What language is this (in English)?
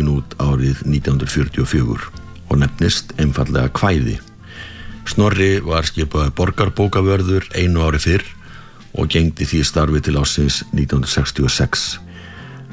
Icelandic